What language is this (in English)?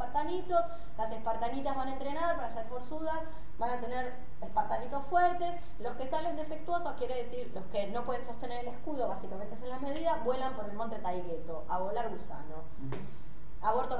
Spanish